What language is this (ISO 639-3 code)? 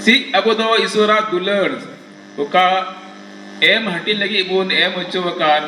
sat